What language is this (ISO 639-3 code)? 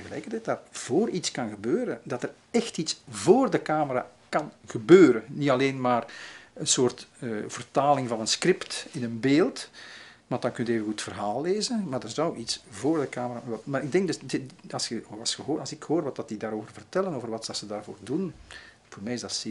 nld